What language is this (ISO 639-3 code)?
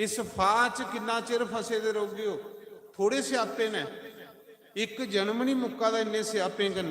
doi